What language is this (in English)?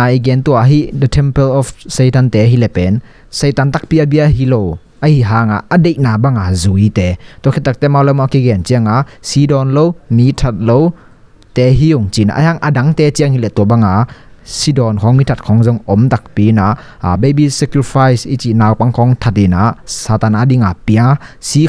Tedim Chin